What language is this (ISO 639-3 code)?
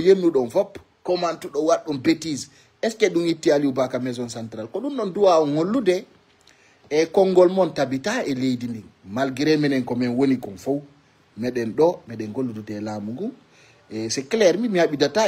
ful